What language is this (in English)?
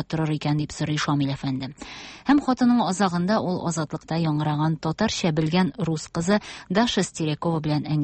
Tatar